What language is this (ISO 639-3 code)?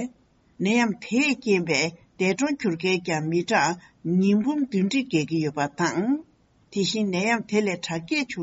bod